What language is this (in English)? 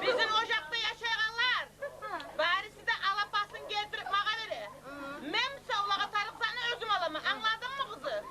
Kumyk